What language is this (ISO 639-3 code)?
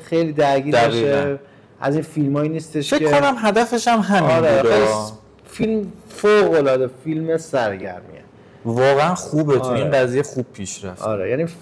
fas